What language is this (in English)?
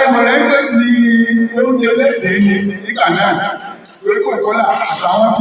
Yoruba